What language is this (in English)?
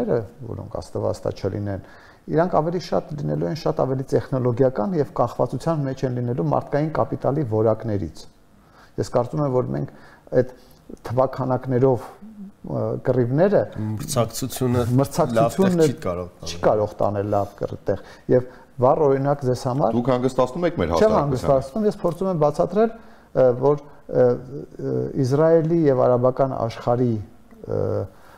Armenian